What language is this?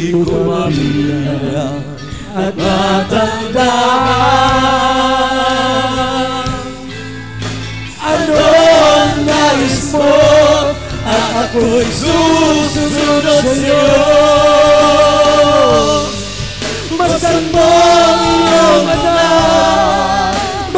Filipino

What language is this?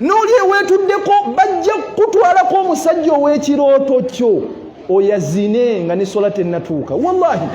Ganda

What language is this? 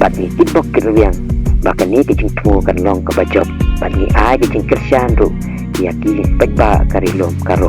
Khasi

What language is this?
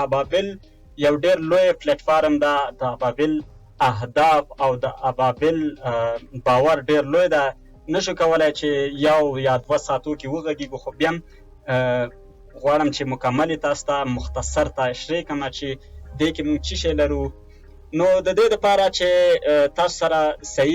Pashto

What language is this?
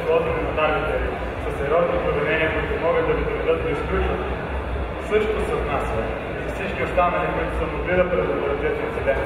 Bulgarian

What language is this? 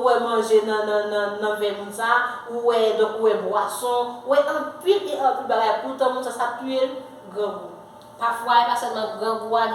Haitian Creole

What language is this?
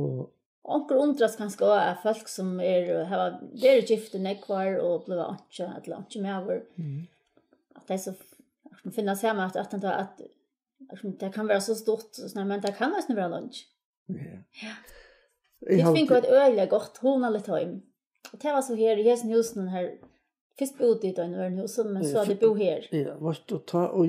Faroese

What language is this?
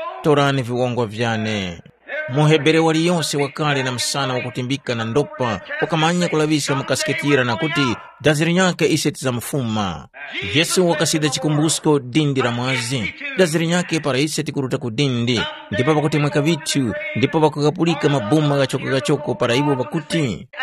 Tumbuka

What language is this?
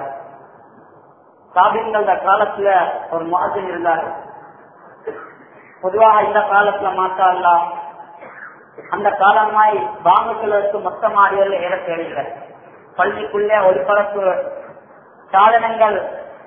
Tamil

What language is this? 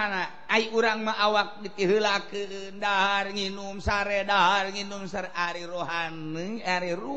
Sundanese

